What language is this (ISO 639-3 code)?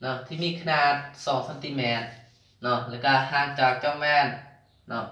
lao